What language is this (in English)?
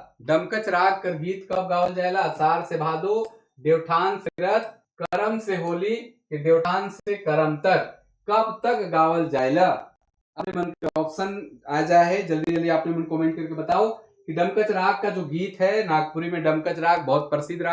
Sadri